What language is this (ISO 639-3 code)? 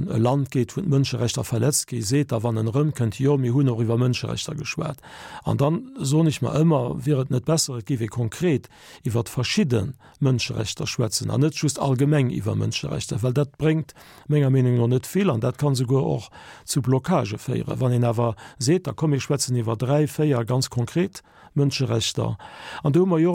ltz